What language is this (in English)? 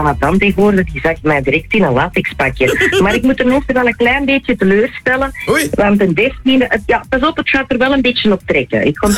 Dutch